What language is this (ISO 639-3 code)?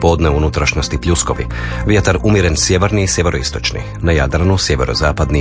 hrv